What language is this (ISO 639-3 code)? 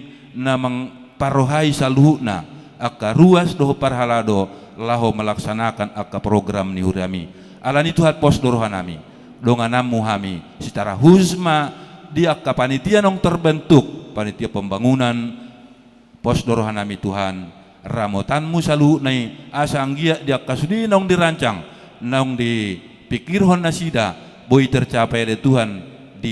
bbc